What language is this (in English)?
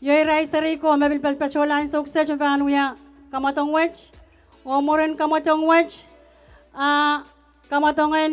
Pohnpeian